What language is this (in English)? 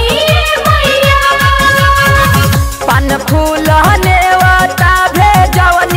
Bhojpuri